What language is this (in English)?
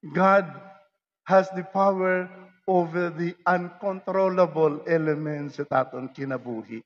Waray